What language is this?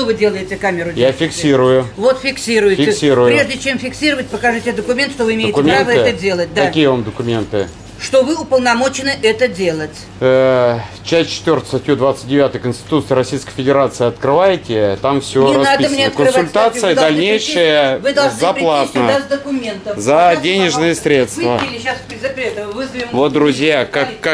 Russian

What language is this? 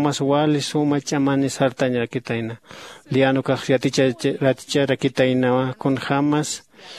Aymara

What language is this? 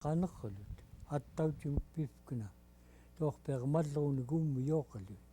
Central Yupik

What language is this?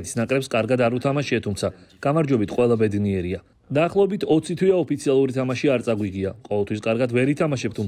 Georgian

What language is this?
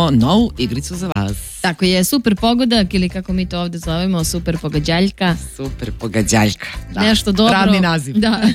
Serbian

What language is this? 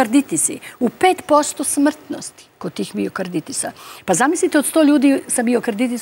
Serbian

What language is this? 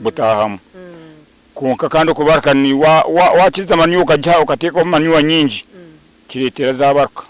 Nyankole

